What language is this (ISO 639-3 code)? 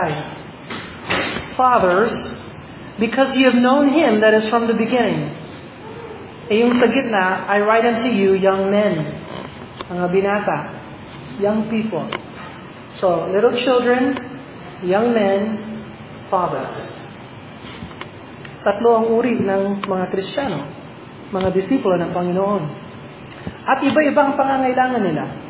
fil